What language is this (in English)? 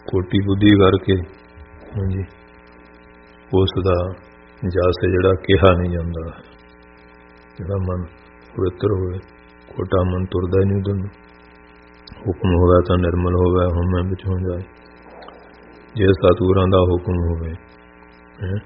Punjabi